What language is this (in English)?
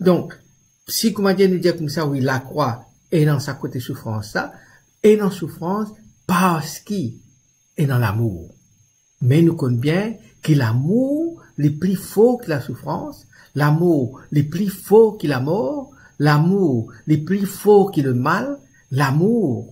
Morisyen